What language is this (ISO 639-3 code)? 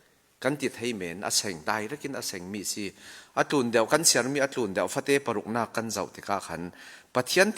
cfm